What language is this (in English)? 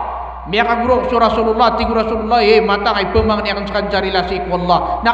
Maranao